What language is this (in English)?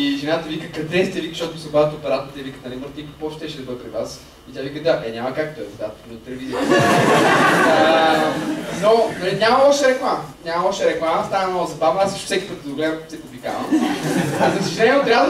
Bulgarian